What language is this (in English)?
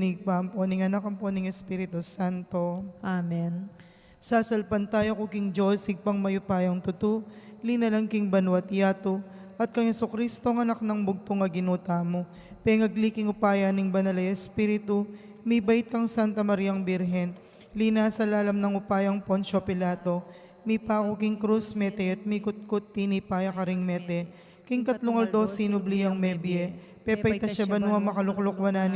Pampanga